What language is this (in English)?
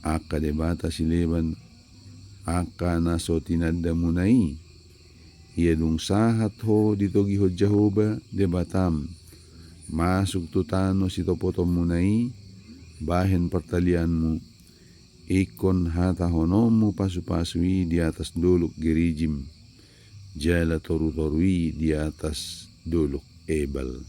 Batak Toba